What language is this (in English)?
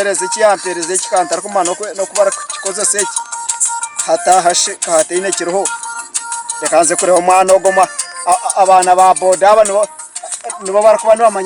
Nyankole